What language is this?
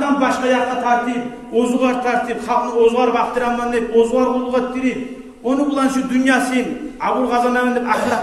Kumyk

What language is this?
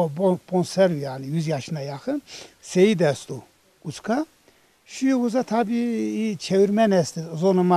Zaza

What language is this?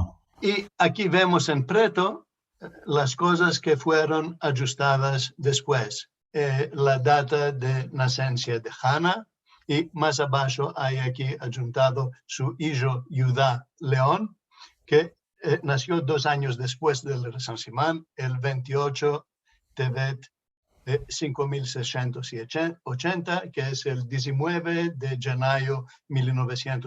Ladino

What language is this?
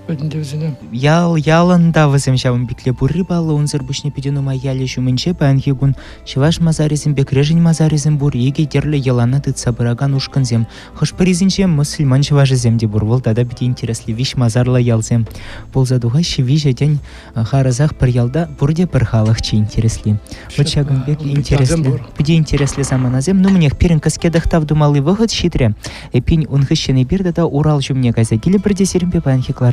Chuvash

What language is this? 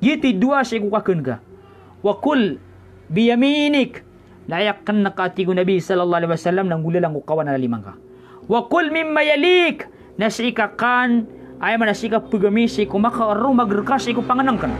Maranao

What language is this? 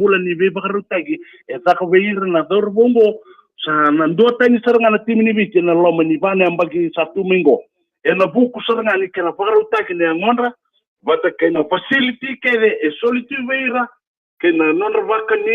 Fijian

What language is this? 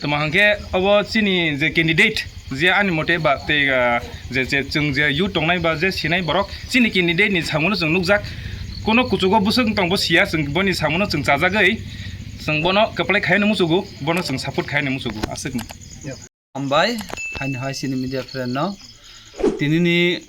Kok Borok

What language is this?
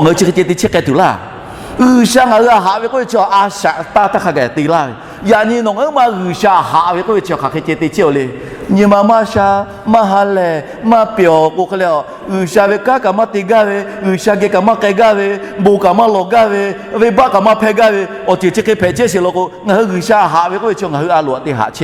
Lahu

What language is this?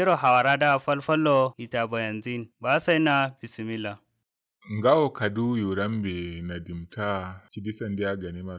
Kanuri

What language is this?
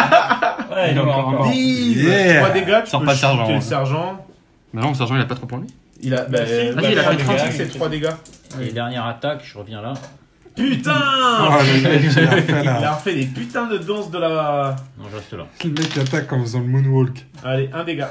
French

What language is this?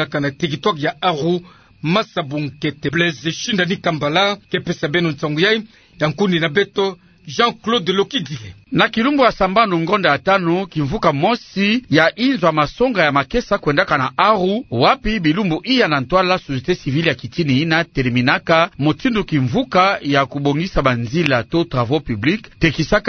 Kituba (Democratic Republic of Congo)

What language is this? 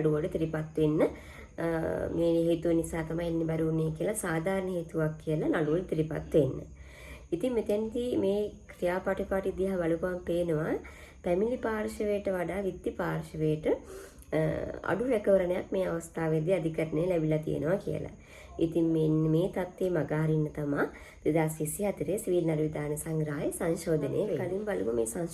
Sinhala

